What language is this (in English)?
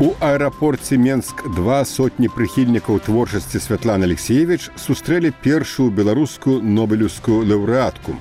Belarusian